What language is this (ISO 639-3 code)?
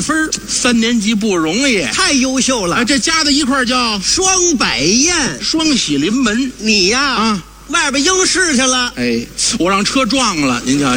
zho